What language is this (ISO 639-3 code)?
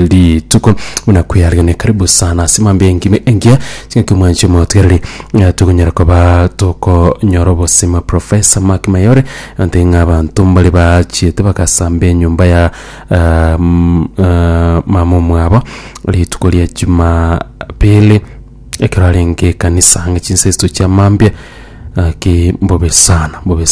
guz